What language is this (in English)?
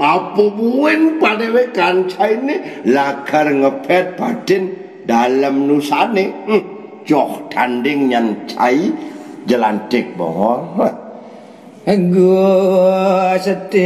Balinese